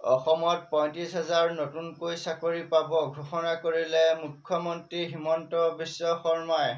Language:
Assamese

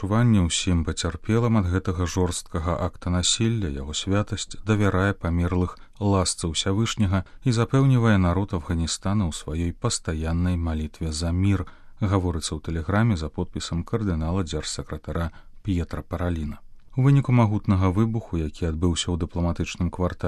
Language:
Belarusian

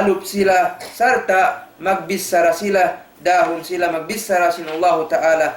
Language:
Tausug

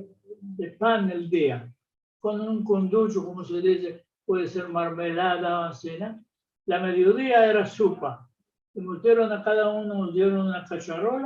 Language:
Ladino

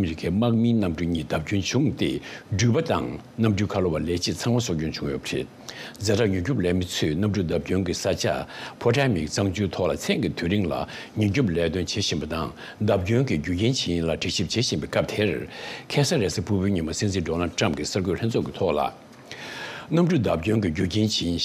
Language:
Tibetan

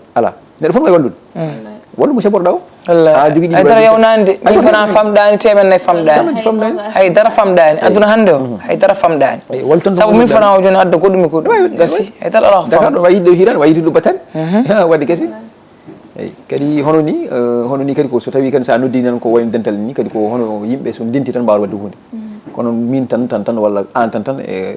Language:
Fula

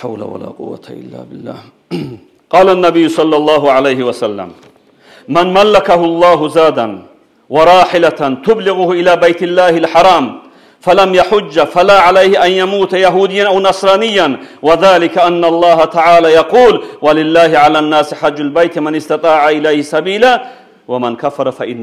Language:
Kumyk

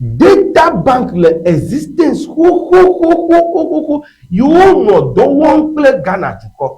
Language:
Ewe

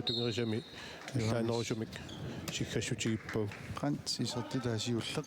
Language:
Kalaallisut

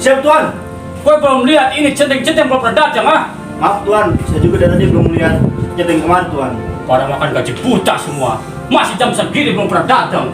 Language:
Betawi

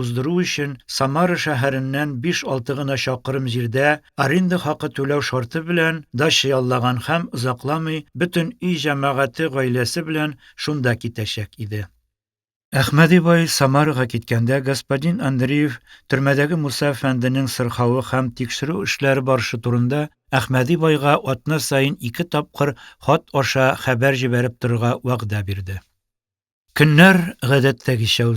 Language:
Tatar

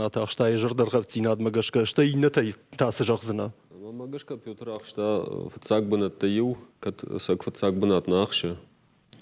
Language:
Ossetic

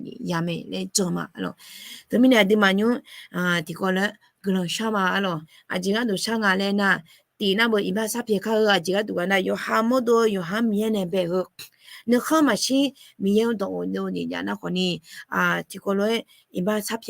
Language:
Akha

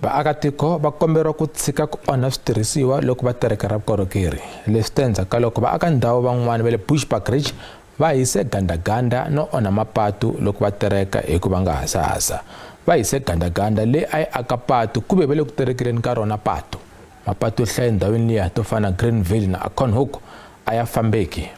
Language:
Tsonga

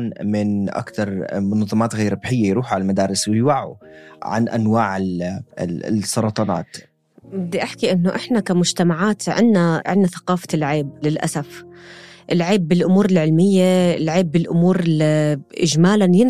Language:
North Levantine Arabic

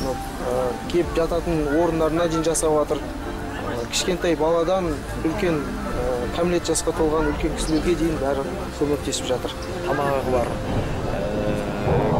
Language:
Kazakh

